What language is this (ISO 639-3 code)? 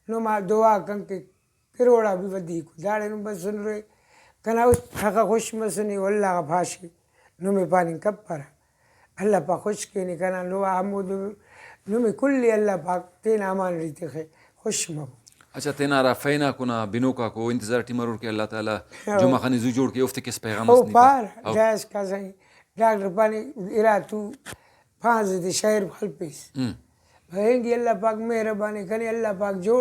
brh